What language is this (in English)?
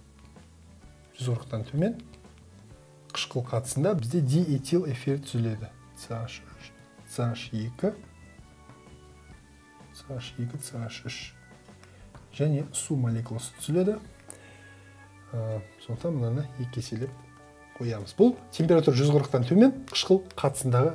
Kazakh